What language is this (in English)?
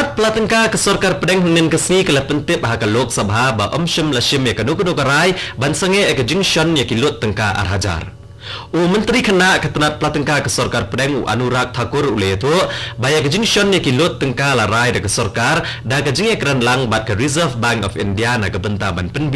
Khasi